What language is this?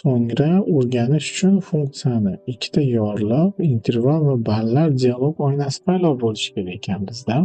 Uzbek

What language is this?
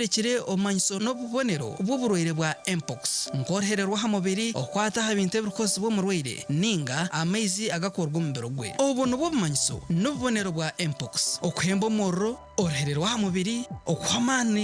Nyankole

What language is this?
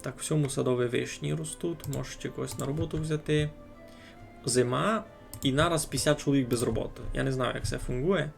Rusyn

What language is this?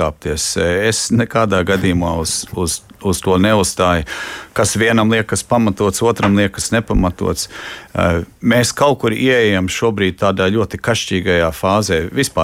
Latvian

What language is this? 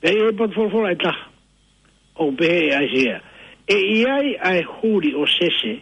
Tongan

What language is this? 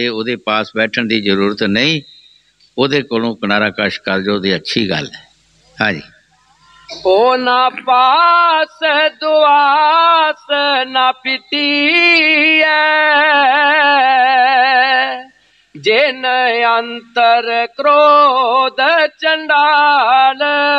Punjabi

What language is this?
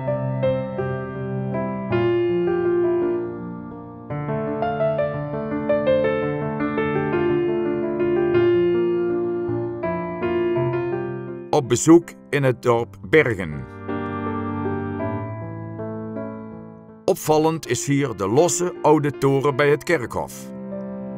Dutch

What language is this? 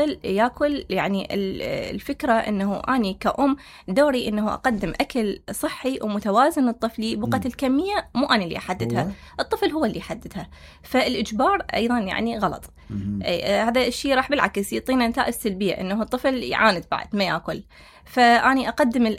Mesopotamian Arabic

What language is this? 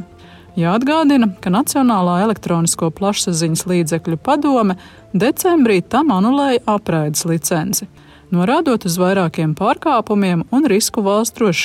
Latvian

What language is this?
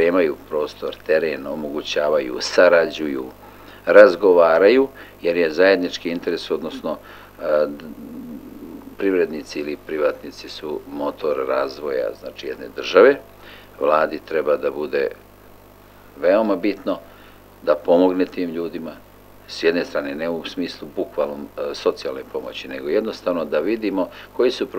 Serbian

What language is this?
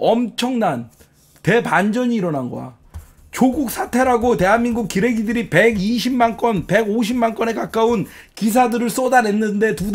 Korean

